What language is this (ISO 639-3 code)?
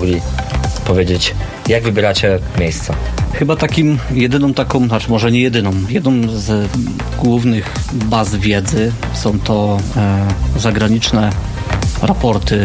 pol